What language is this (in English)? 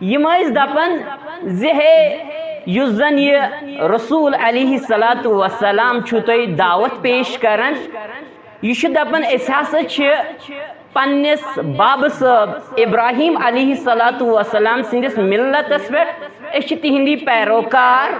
Kashmiri